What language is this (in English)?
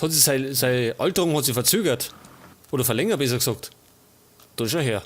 Bavarian